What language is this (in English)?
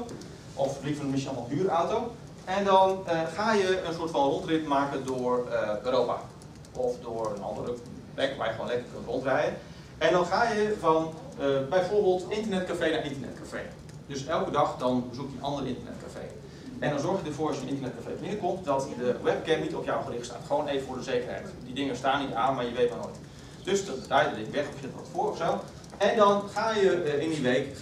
Dutch